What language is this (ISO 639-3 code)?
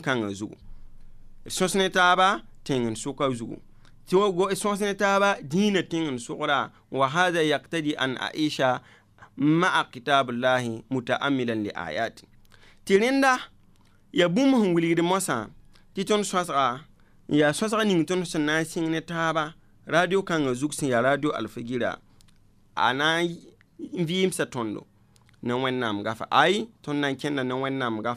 mos